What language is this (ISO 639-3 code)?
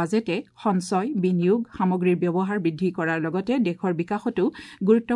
asm